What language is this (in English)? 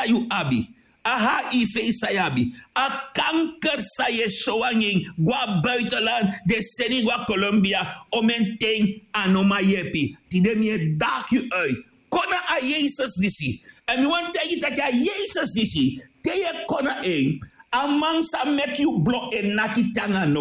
Sranan Tongo